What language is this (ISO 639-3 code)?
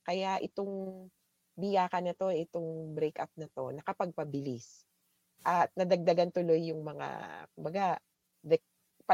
fil